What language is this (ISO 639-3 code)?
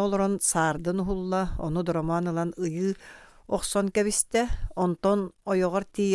sah